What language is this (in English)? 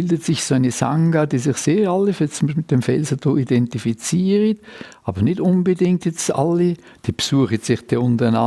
Swiss German